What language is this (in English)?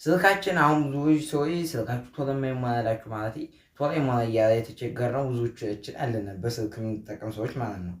Amharic